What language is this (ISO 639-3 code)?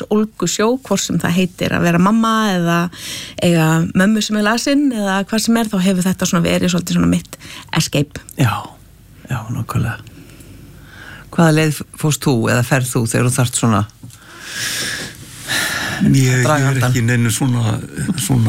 isl